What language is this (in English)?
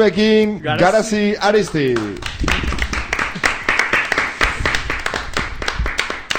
Basque